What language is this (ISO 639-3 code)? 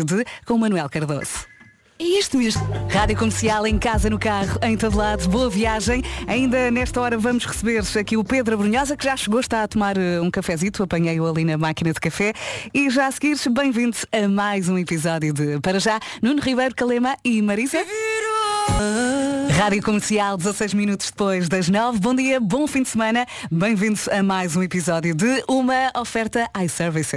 por